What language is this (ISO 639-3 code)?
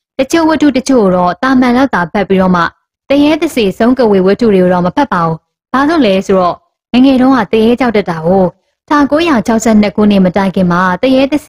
mya